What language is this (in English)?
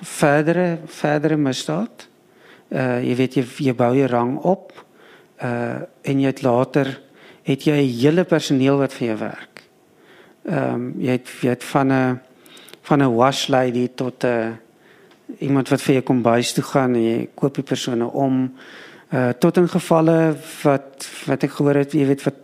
Afrikaans